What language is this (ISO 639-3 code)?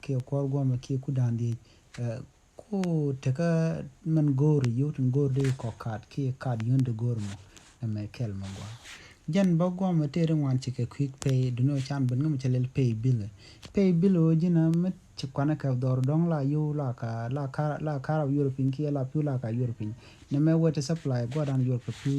nus